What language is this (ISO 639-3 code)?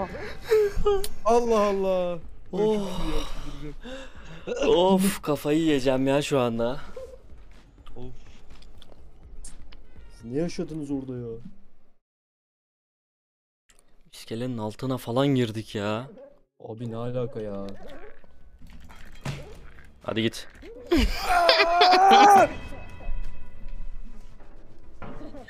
tur